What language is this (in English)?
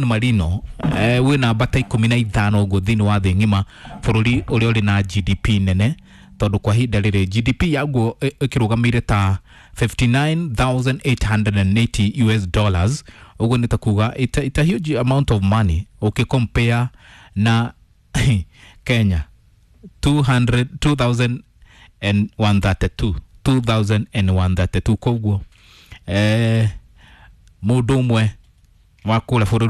Kikuyu